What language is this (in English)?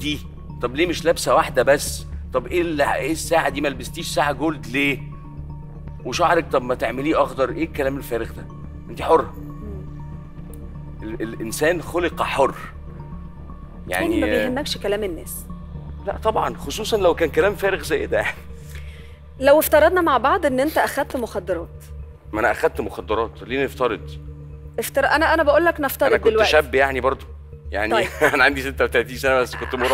Egyptian Arabic